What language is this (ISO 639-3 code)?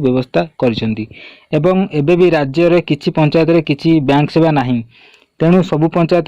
ori